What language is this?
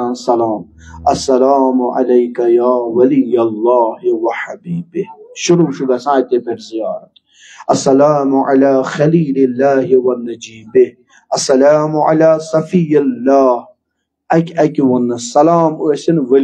Kashmiri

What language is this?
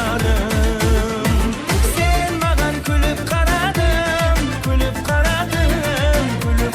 Kara-Kalpak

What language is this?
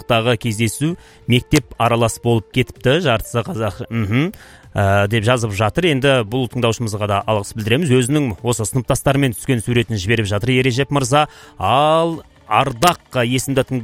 Kazakh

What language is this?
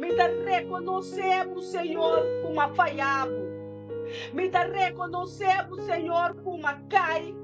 Papiamento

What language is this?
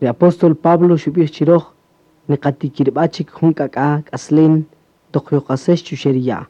Kaqchikel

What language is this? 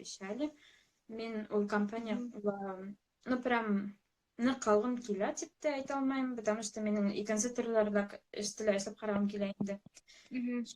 Bashkir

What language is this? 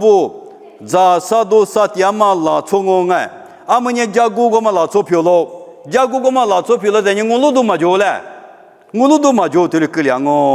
Lisu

